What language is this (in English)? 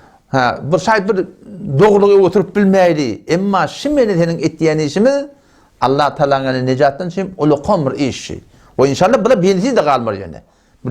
Turkmen